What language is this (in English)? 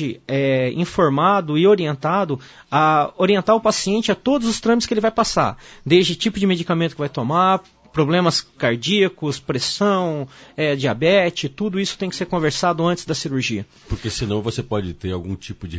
Portuguese